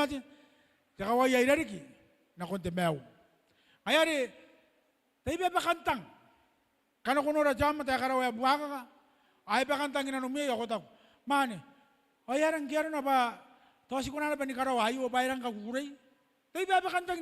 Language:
Gilbertese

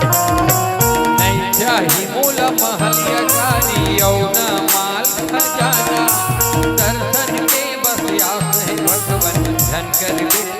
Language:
Chhattisgarhi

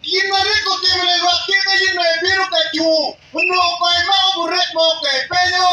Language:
Acoli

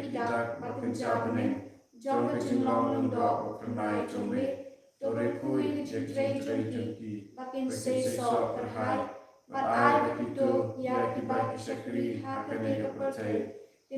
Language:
Khasi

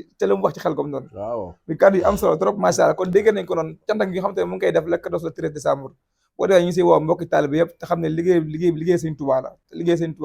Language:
Wolof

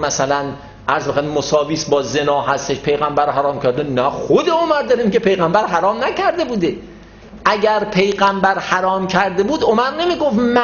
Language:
Persian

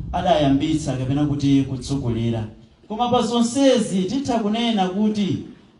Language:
Nyanja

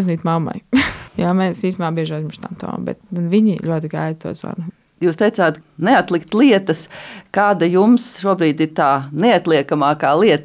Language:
Latvian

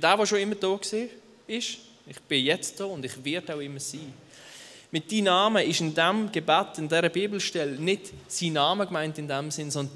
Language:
Swiss German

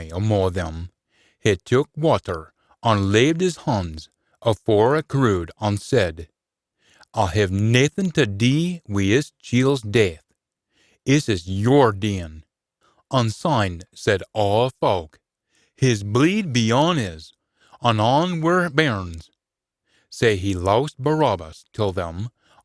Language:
Scots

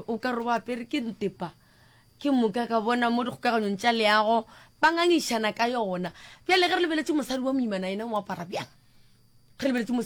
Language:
Northern Sotho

